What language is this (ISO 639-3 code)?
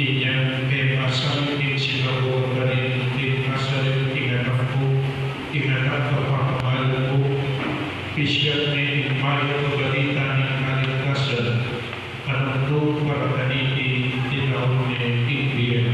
pam